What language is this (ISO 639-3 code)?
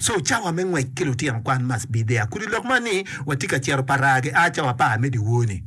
ach